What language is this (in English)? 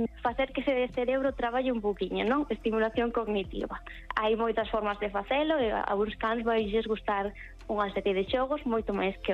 Galician